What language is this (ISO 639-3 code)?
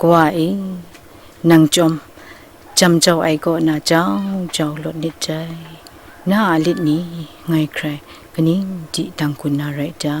kac